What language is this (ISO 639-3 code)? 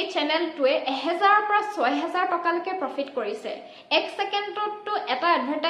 asm